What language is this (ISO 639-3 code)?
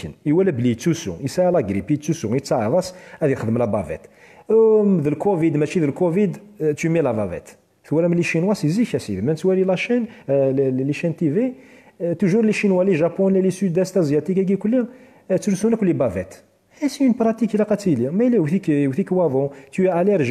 kab